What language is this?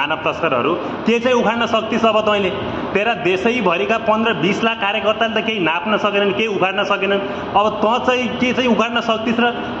Nepali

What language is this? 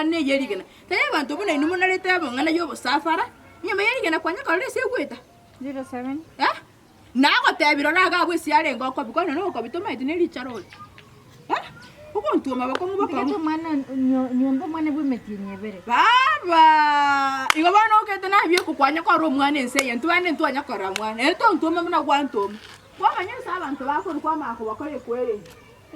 Gusii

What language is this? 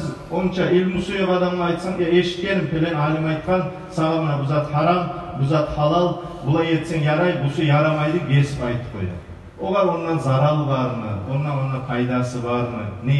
Kumyk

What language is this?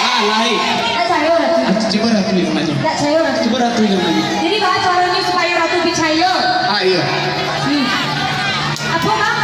Minangkabau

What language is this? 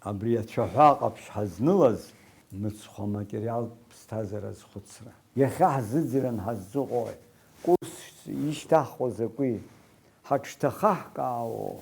Abkhazian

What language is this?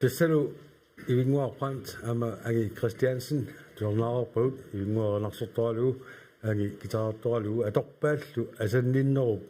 Kalaallisut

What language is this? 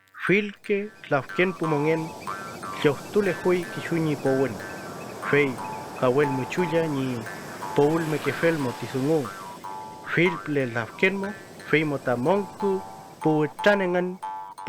Mapuche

